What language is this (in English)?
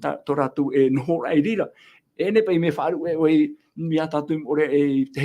Tahitian